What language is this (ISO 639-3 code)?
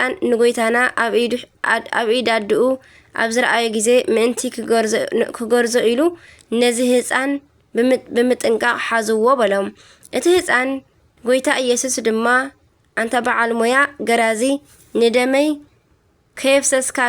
tir